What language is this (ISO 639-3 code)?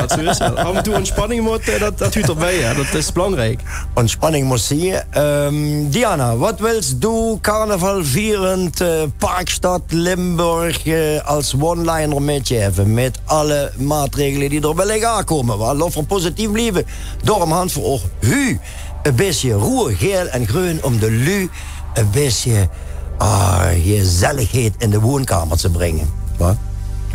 lim